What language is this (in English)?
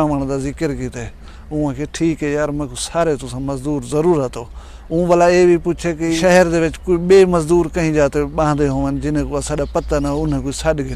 Saraiki